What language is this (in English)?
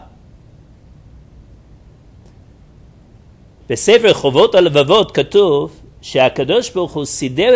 Hebrew